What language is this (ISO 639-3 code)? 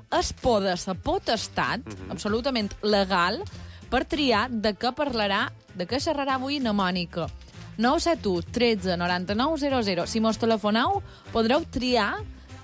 cat